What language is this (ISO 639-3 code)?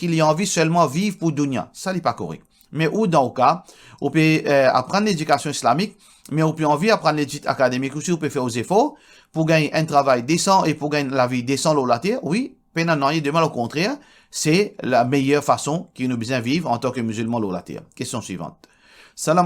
mfe